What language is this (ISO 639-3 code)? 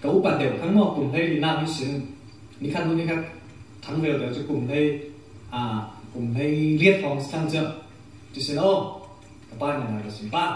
cfm